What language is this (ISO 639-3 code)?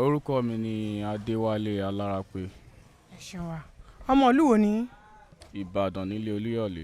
yor